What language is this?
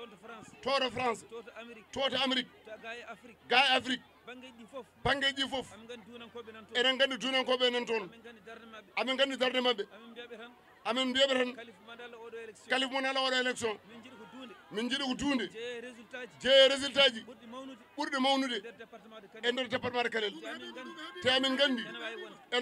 Fula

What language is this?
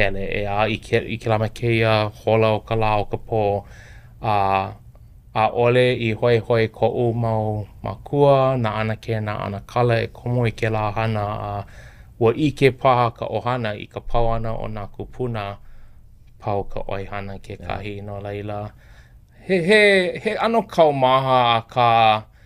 Hawaiian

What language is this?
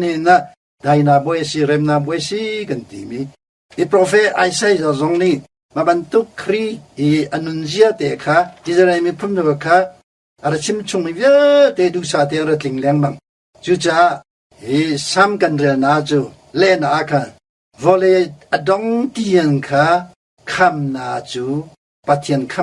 Hakha Chin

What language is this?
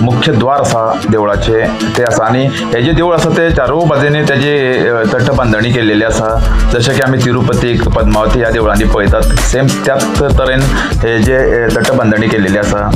Konkani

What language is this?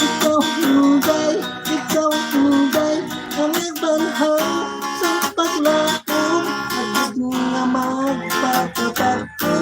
Hiligaynon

